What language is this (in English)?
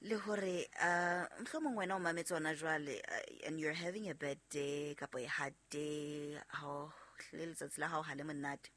Southern Sotho